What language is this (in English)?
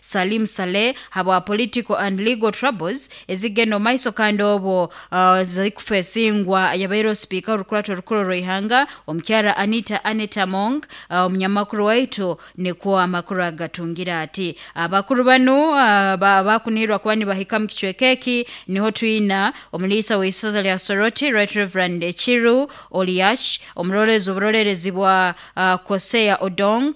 Nyoro